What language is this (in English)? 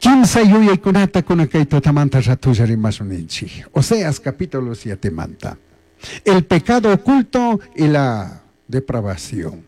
Chimborazo Highland Quichua